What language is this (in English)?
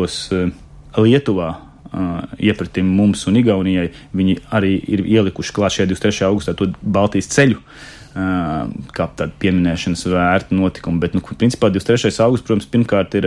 Latvian